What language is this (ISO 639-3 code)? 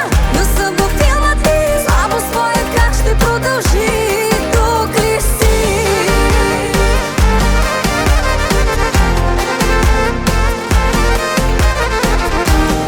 bul